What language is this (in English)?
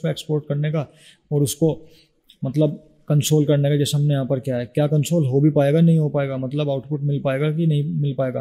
Hindi